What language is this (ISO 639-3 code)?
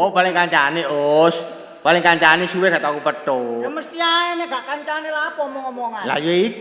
jav